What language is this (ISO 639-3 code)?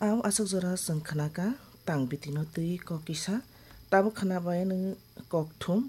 trp